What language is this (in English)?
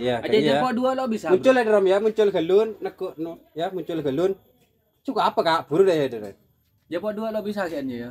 Madurese